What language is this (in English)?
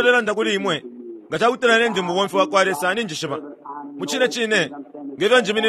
Bemba